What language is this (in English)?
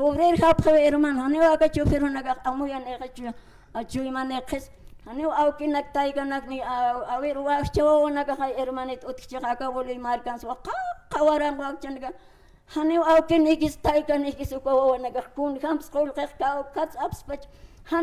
Aymara